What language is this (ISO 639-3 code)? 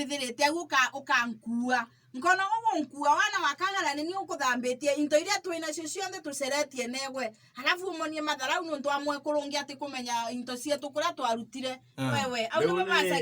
mer